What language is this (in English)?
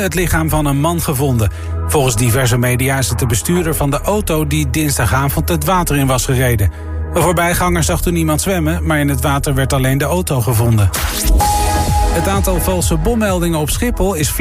Dutch